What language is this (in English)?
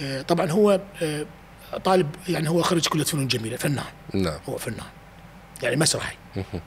Mesopotamian Arabic